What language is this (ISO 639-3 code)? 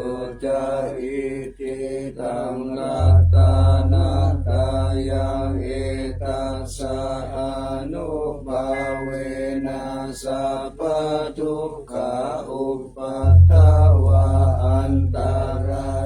pli